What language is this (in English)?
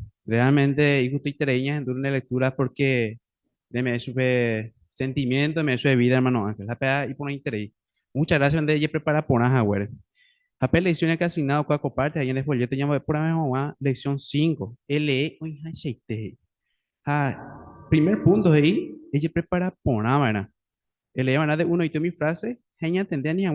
Guarani